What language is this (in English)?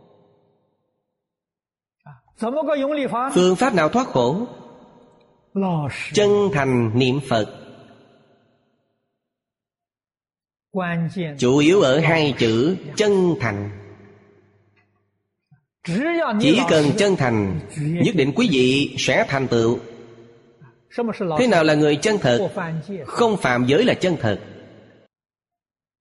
Vietnamese